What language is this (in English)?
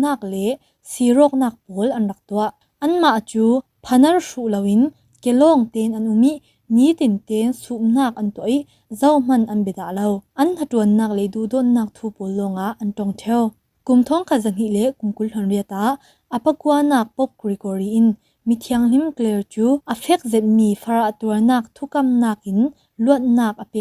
Falam Chin